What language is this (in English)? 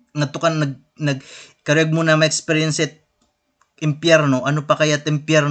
Waray